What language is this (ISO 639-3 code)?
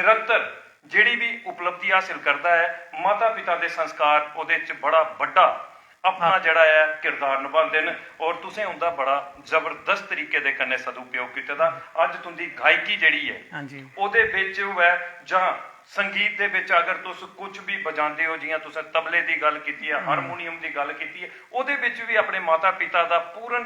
doi